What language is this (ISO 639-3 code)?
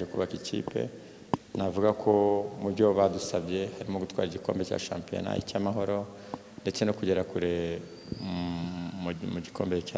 kin